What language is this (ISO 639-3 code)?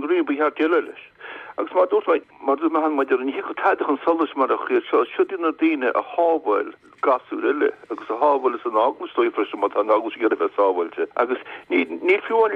gle